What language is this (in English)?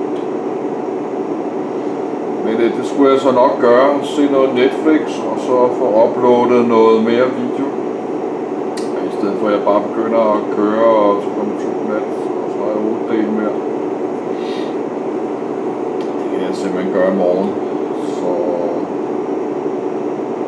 Danish